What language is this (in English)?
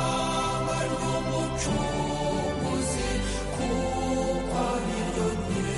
Kinyarwanda